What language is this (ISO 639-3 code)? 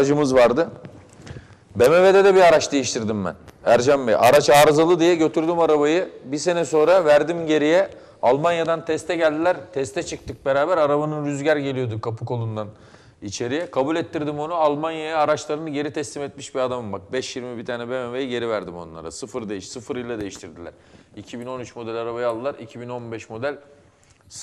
tur